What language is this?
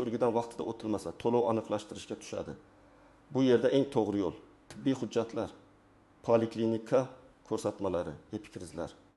Uzbek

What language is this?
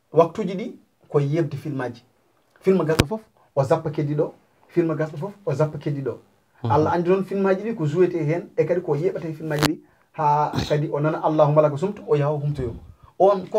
Fula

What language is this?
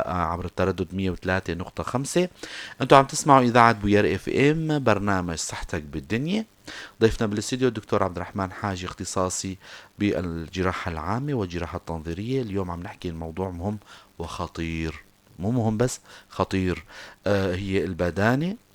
North Levantine Arabic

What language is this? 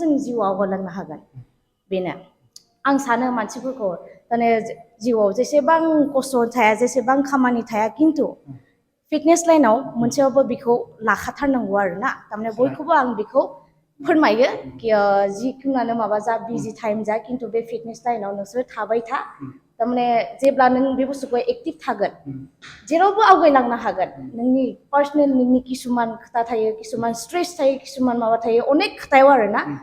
Bodo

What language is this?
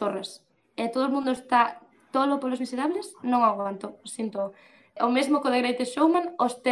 Galician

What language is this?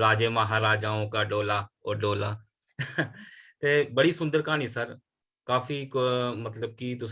Dogri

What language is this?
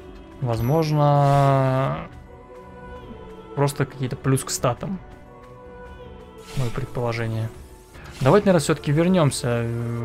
Russian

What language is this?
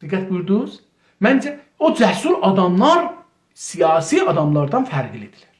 South Azerbaijani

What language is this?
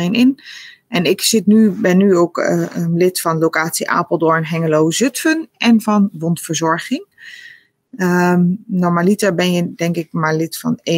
Dutch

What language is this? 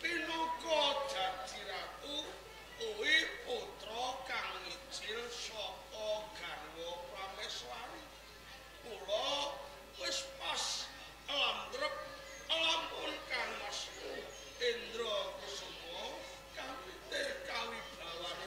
Javanese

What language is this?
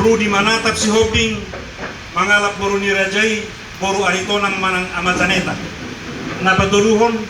Batak Toba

